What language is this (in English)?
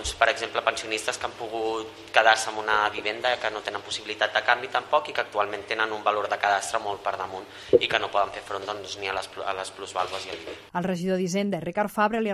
Catalan